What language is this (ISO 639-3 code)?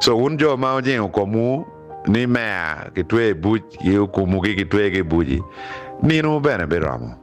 ach